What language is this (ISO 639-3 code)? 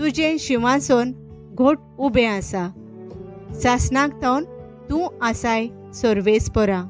kok